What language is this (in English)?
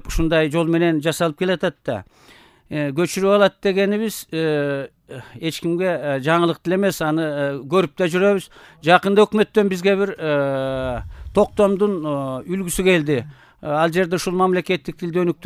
Kyrgyz